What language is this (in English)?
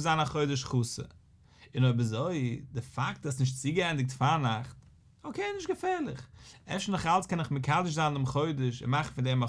Yiddish